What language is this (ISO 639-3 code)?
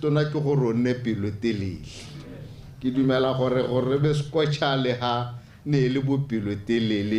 tsn